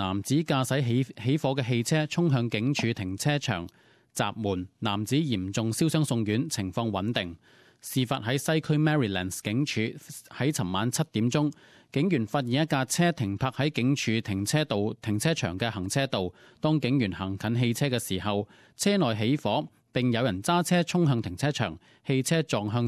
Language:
Cantonese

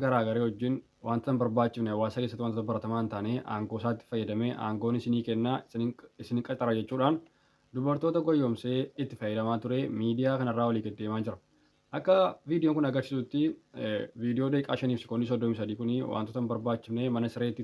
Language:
Oromo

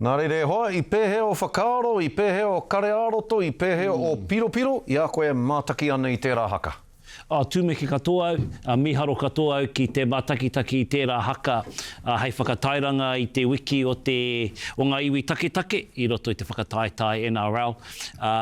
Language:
Māori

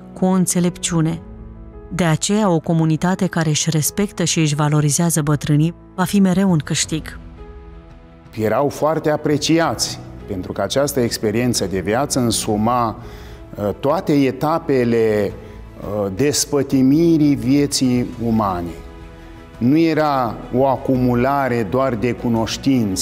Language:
Romanian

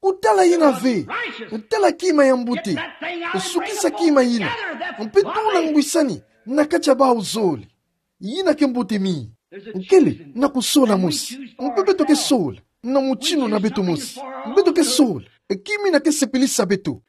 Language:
Kituba (Democratic Republic of Congo)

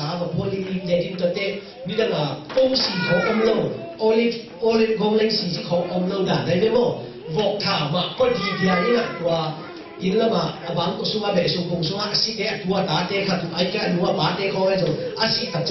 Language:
Tedim Chin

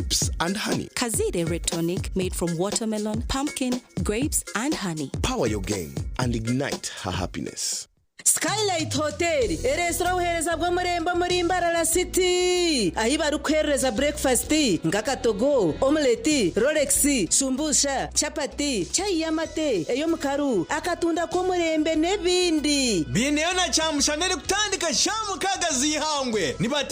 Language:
Nyankole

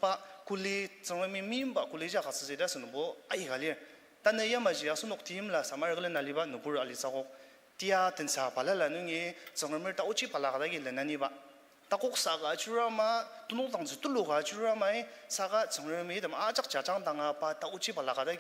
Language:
Ao Naga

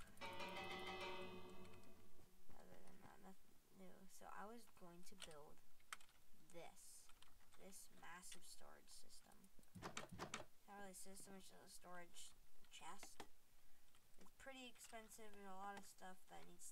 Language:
English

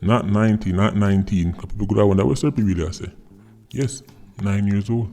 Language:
Jamaican Creole English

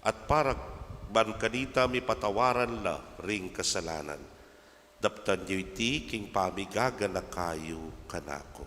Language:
Pampanga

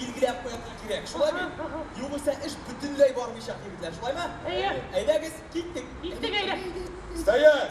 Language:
Tatar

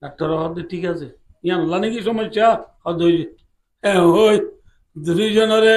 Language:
Rohingya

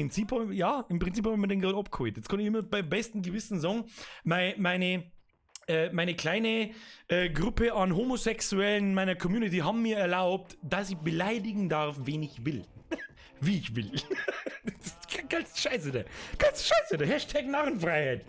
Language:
Bavarian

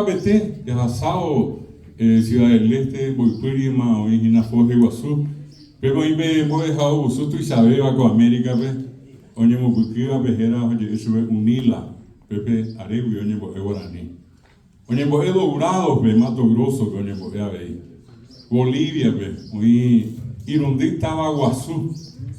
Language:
Guarani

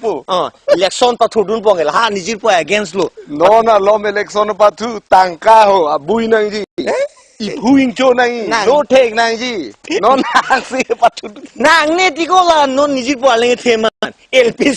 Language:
Karbi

